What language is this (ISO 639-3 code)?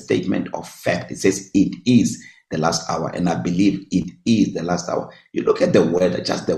eng